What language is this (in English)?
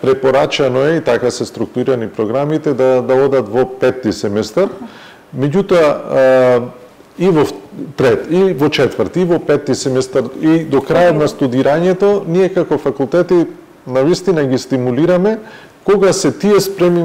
Macedonian